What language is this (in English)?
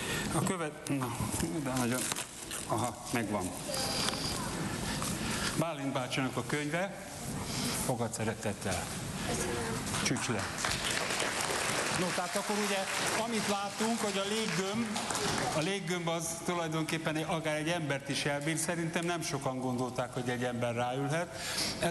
Hungarian